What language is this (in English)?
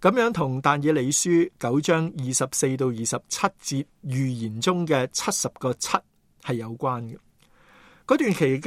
Cantonese